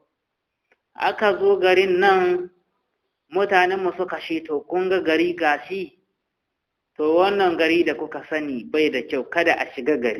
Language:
Hausa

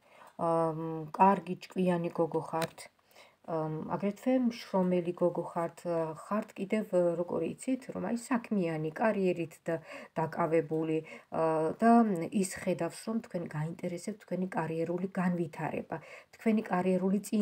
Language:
Georgian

